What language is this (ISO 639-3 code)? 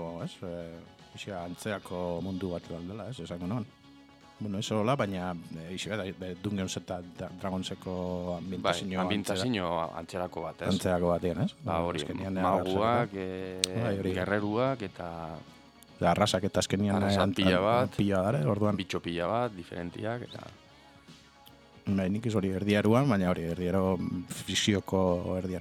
eus